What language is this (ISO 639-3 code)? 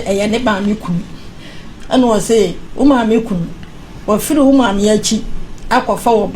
aka